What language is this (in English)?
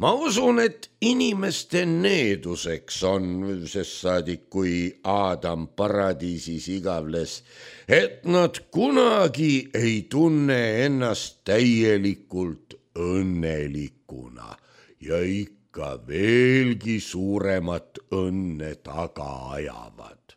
Estonian